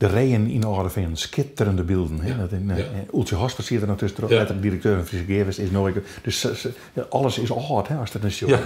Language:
Western Frisian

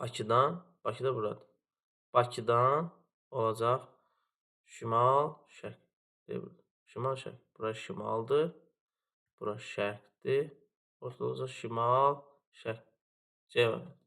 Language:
Azerbaijani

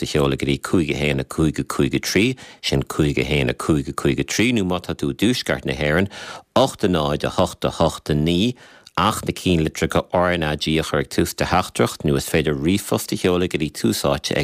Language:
Irish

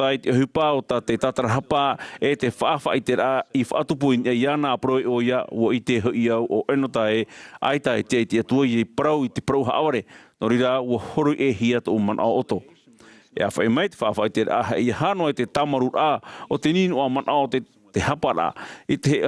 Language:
Tahitian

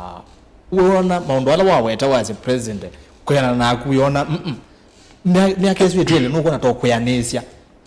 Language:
Kamba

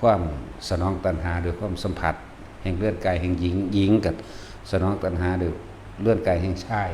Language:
Northeastern Thai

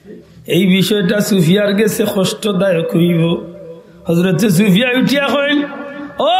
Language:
Sylheti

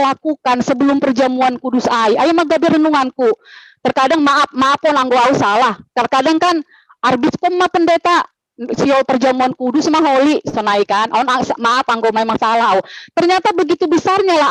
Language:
Batak Simalungun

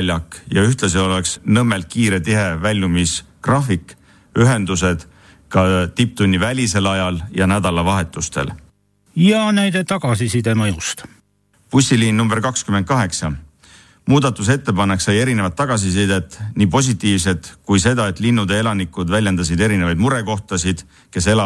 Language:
Estonian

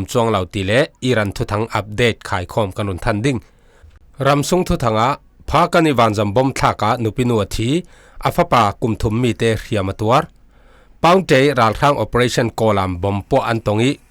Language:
Falam Chin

